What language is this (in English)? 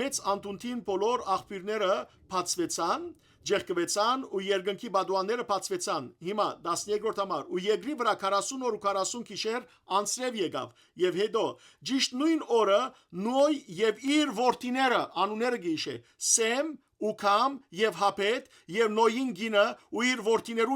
Western Armenian